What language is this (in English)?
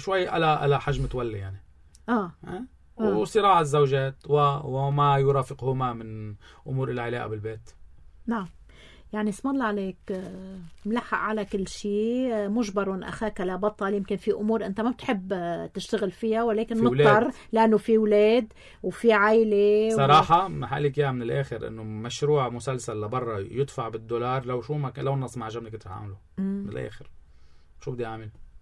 North Levantine Arabic